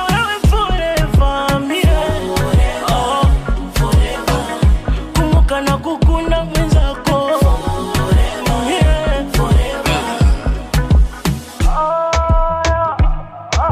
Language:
Swahili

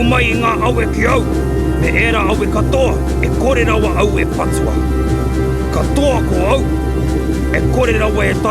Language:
Māori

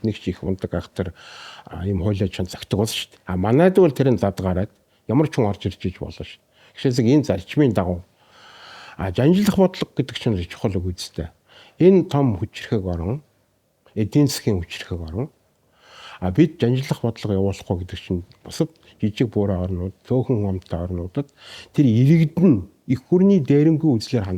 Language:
Mongolian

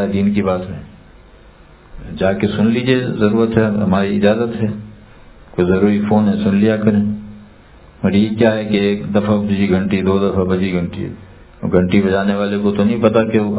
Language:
Urdu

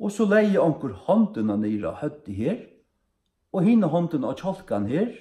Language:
Faroese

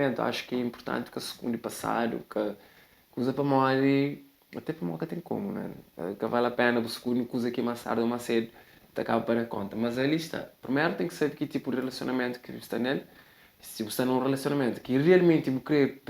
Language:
Kabuverdianu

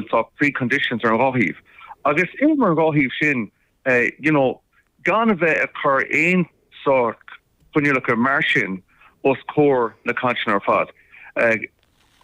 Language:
Irish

